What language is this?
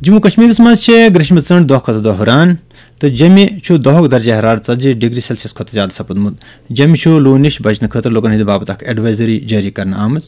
Kashmiri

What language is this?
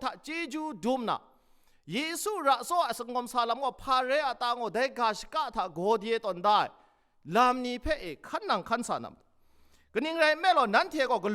Kachin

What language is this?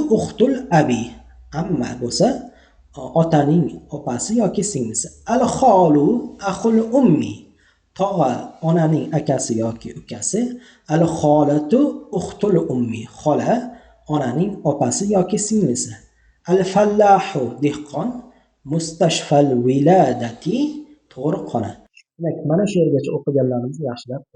Uzbek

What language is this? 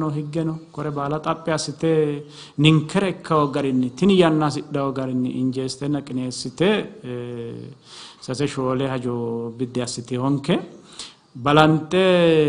Sidamo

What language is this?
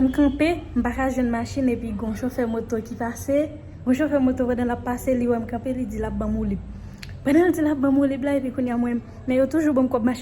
Haitian Creole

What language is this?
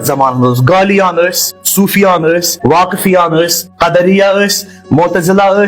Kashmiri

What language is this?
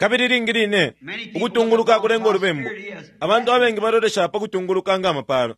Bemba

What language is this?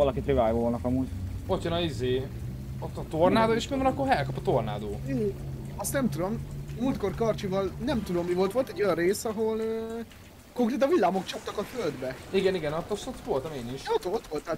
Hungarian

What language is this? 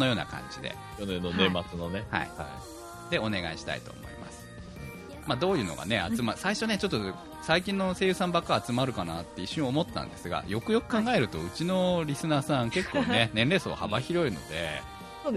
Japanese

